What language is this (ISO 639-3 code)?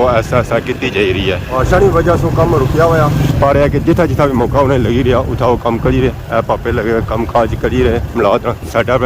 phr